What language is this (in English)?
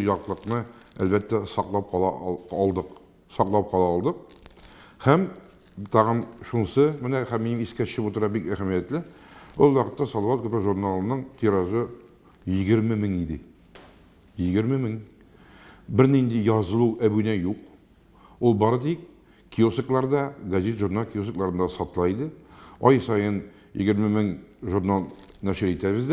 Tatar